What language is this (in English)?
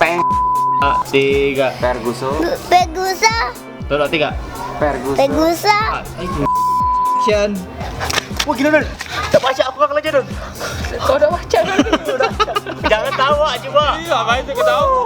Musi